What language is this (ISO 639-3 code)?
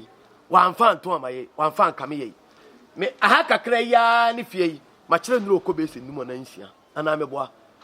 aka